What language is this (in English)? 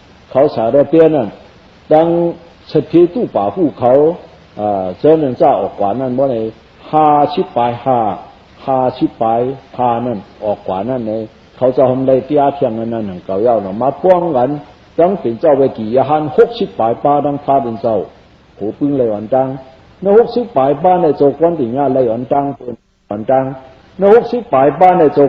Shan